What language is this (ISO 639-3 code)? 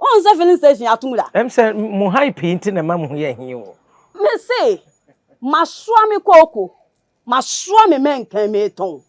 aka